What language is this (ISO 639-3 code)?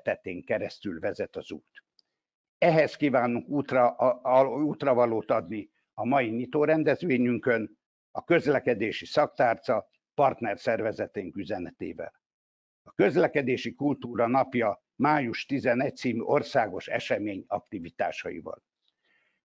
hun